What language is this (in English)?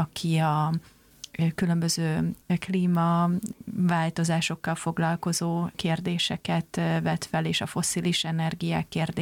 Hungarian